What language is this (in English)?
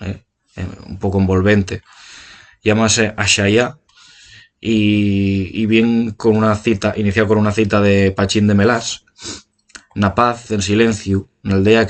Asturian